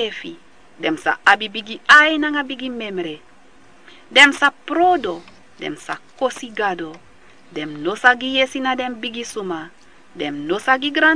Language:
Sranan Tongo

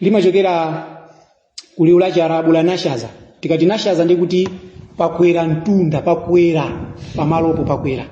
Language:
Nyanja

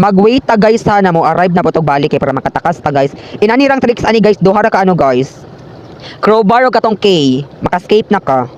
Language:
Cebuano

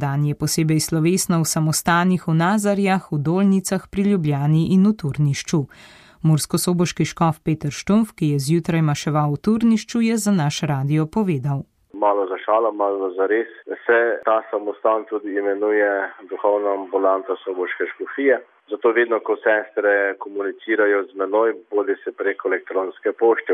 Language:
Slovenian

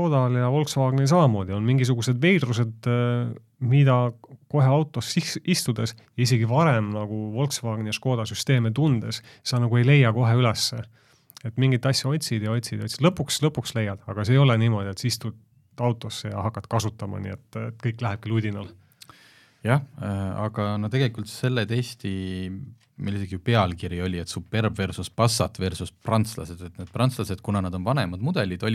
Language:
Estonian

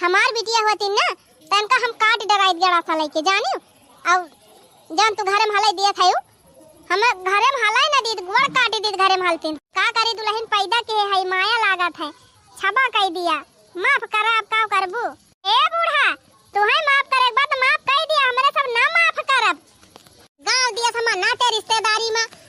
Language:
Awadhi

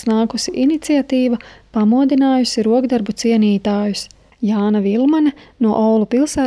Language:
Latvian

